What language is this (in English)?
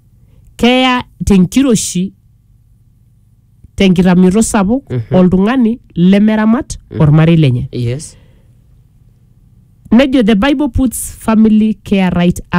Masai